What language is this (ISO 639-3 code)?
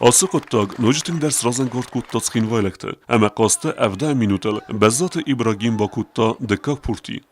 oss